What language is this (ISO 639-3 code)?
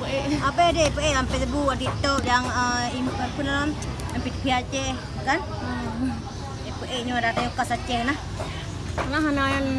ace